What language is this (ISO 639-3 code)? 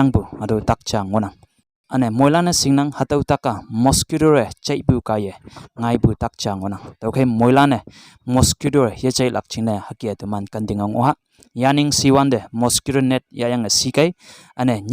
nbe